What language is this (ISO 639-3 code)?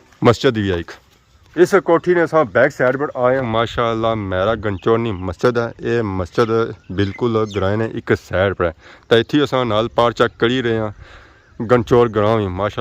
phr